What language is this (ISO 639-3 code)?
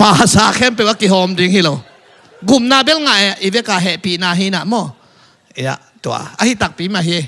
ctd